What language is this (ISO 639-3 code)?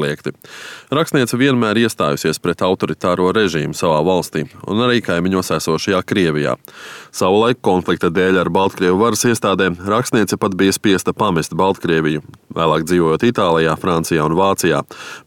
lav